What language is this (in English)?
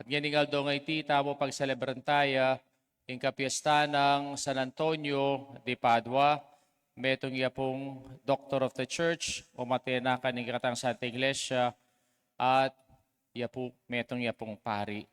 Pampanga